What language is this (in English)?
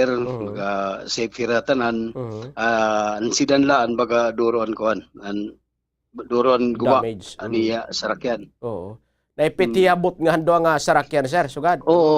Waray